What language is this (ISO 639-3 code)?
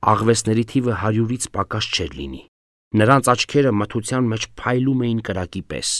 hye